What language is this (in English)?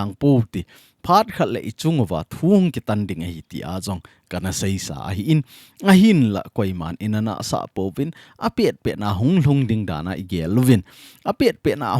Thado Chin